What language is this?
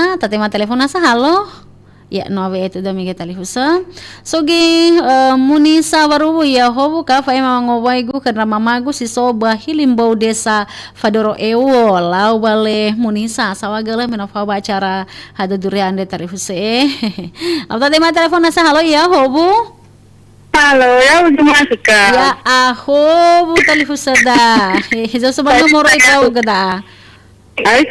Nias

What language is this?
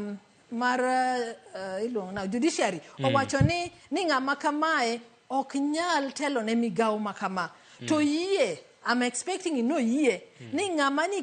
Luo (Kenya and Tanzania)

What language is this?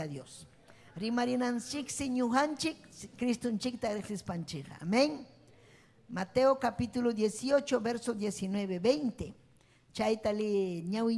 Ayacucho Quechua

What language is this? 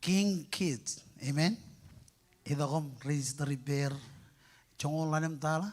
Marshallese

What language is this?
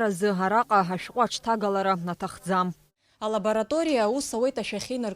Abkhazian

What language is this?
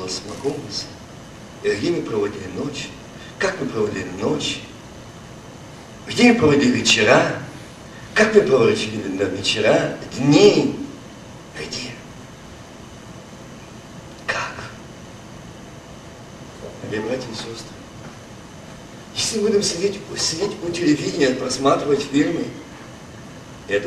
Russian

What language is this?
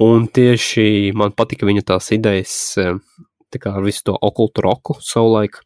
Latvian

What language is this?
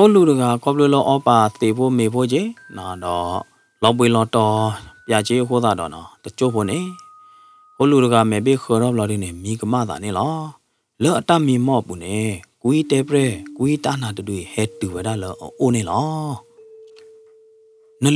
S'gaw Karen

